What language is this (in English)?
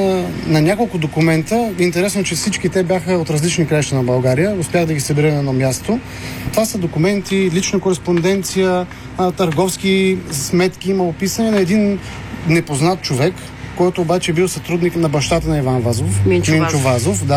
Bulgarian